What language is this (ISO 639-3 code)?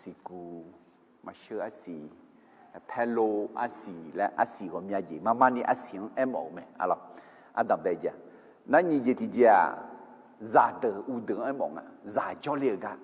ahk